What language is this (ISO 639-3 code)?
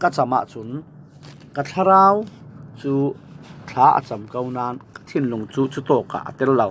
cfm